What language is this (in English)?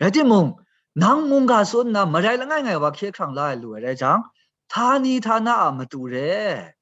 Kachin